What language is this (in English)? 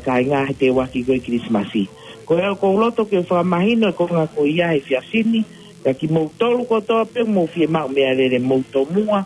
Tongan